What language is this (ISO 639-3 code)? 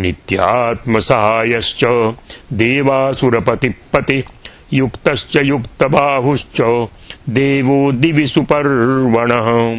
san